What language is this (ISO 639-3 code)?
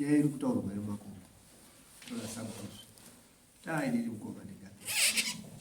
sna